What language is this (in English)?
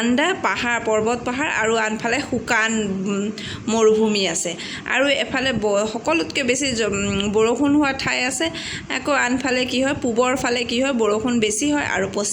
Assamese